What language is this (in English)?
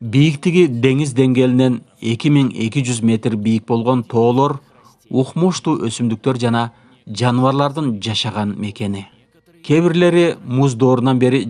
Kyrgyz